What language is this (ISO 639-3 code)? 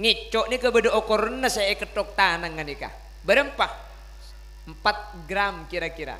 mad